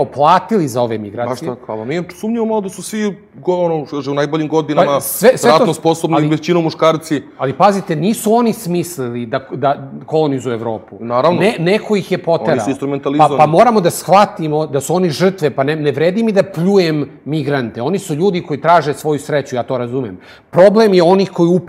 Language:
Serbian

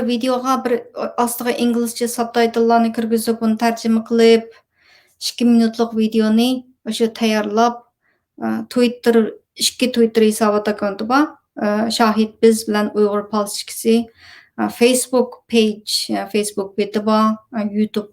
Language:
Uyghur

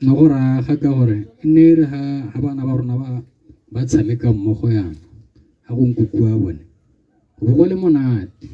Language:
Tswana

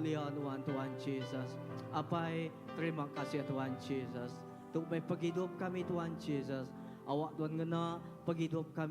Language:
Iban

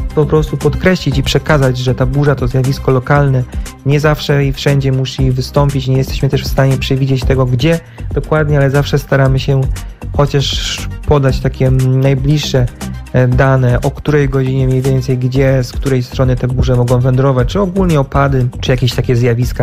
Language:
Polish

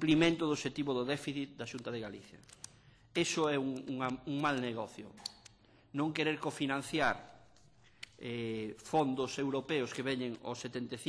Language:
Galician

